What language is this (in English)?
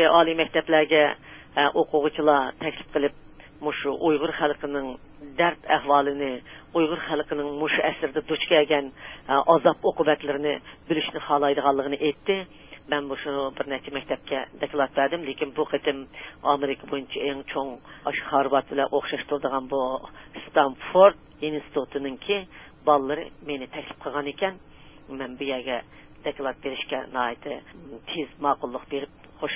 Uyghur